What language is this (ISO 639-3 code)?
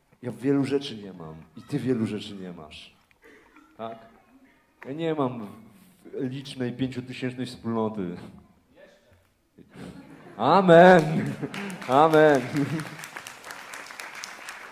pol